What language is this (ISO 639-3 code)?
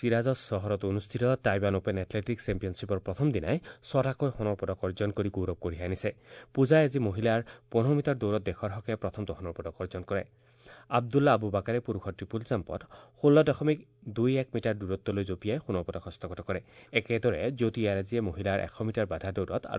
asm